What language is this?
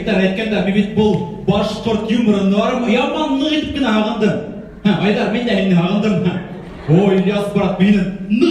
Bashkir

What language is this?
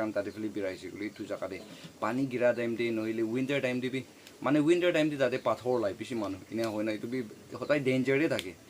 Naga Pidgin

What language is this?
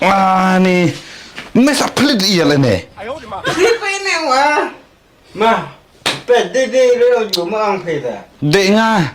Khasi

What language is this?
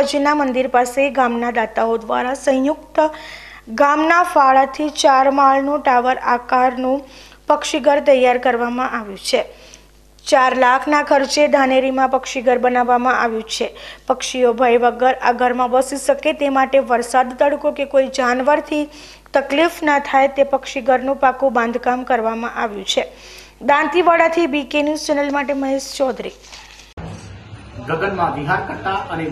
Gujarati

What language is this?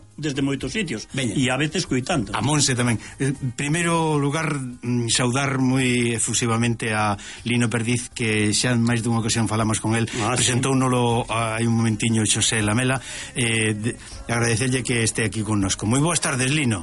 Galician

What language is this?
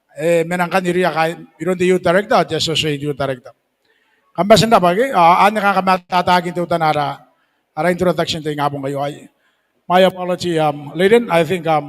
Gilbertese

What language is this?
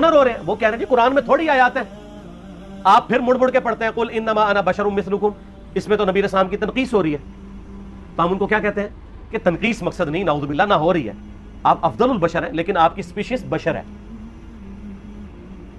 Urdu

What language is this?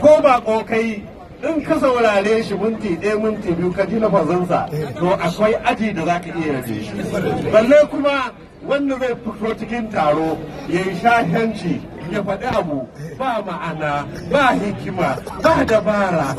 Hausa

